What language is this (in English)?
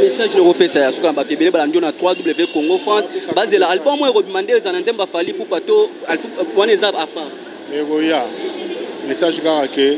Lingala